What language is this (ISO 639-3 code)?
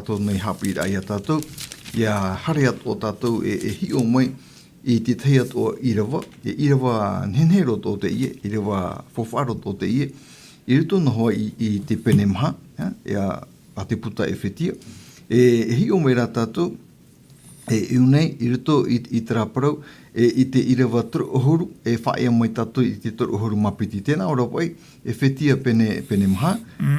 tah